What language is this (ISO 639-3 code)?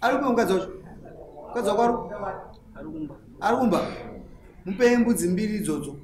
sna